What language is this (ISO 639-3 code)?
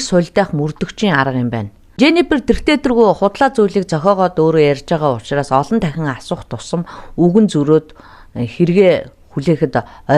mon